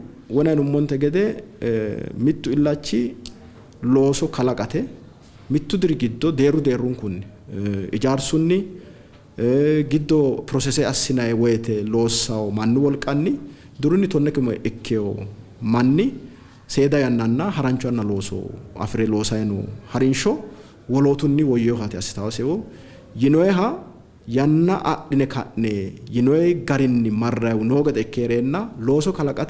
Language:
Sidamo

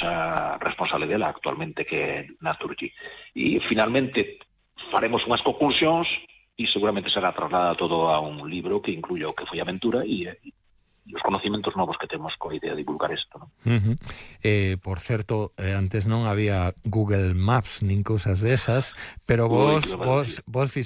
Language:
Galician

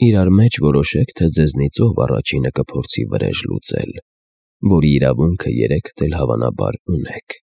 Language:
Armenian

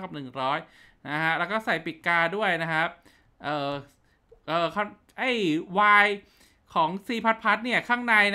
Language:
Thai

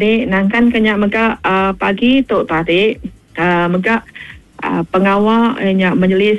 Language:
Iban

